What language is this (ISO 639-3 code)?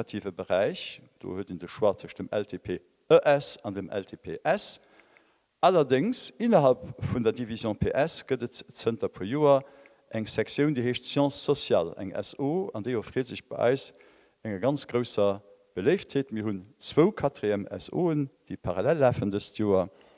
ltz